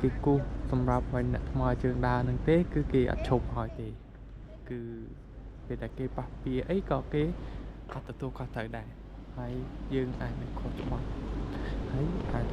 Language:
Khmer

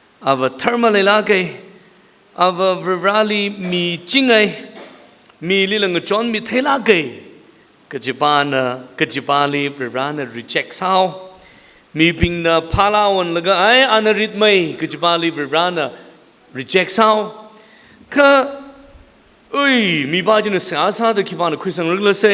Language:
Tangkhul Naga (India)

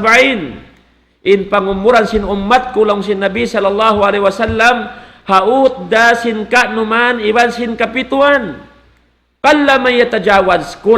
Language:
Tausug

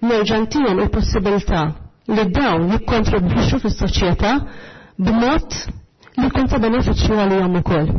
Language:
Maltese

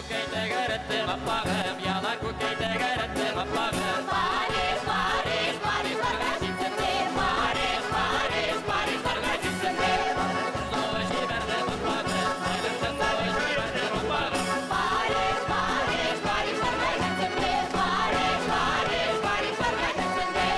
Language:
Tatar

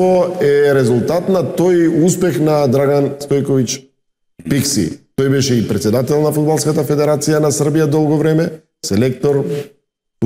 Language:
Macedonian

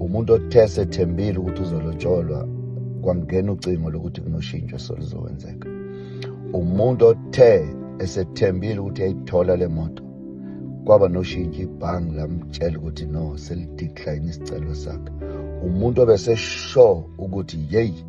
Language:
Zulu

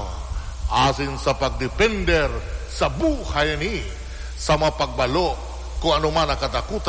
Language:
Bikol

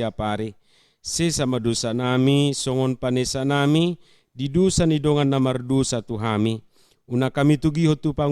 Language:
Batak Toba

